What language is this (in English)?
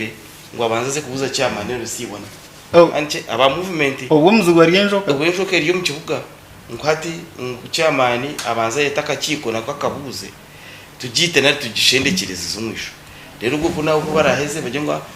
Nyankole